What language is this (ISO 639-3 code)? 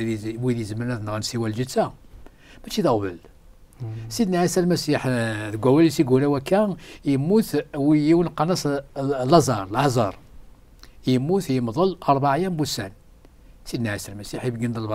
kab